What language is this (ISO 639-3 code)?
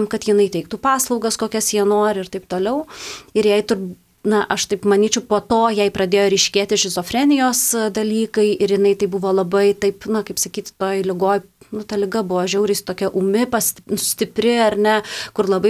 lit